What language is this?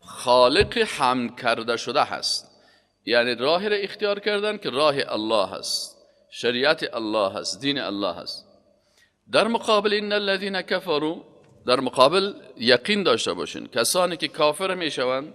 Persian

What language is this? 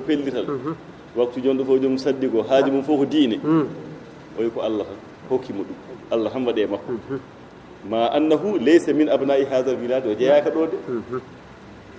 Fula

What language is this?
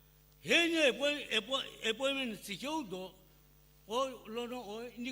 Sumi Naga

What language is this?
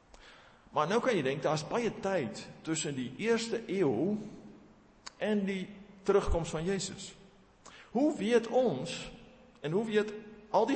Afrikaans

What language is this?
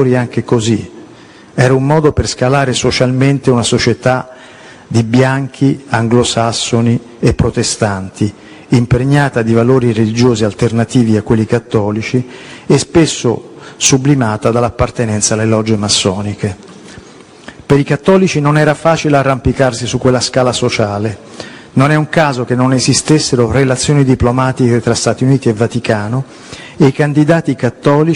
Italian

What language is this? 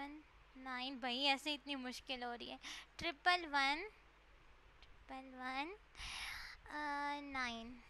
Hindi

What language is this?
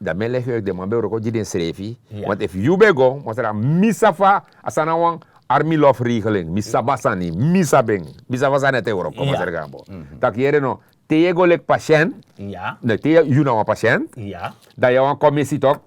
Sranan Tongo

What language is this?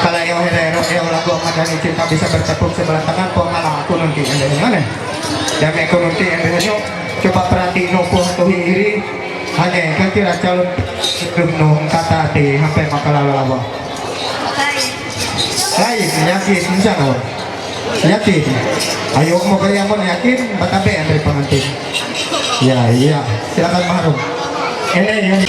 Ma'anyan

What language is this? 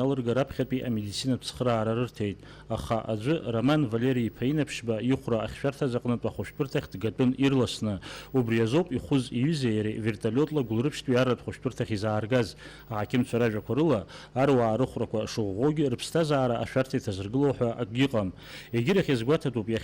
Abkhazian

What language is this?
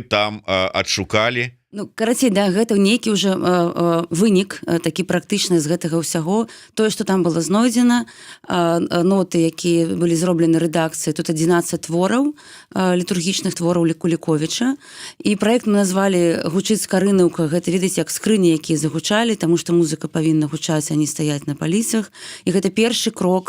Belarusian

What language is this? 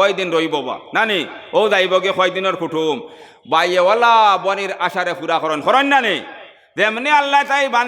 Sylheti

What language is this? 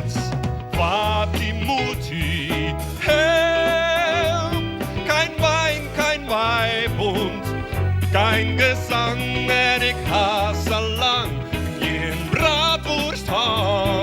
Western Frisian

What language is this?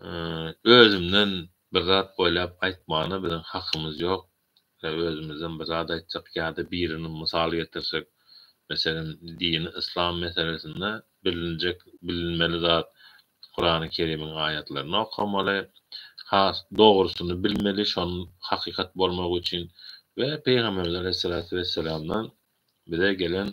Turkmen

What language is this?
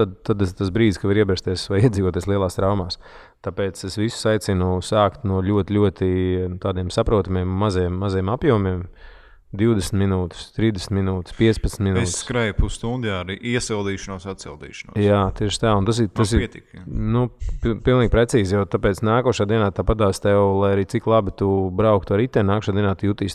Latvian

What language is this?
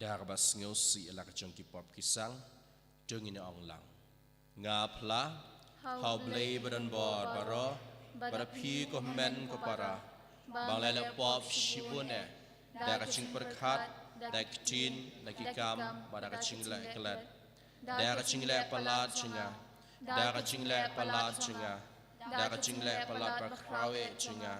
Khasi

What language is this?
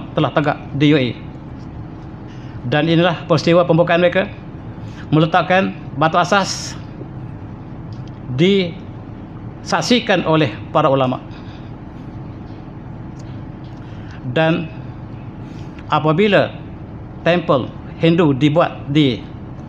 Malay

